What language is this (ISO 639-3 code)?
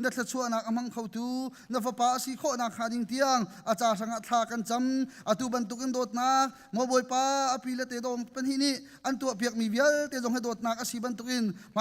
cnh